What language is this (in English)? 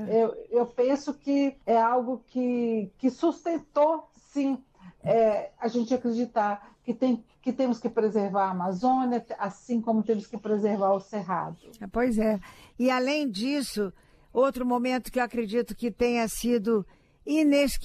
Portuguese